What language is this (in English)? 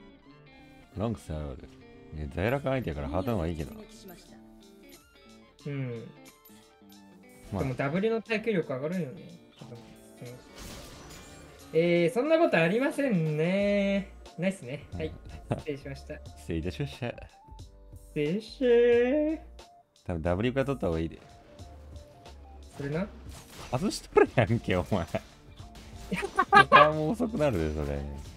Japanese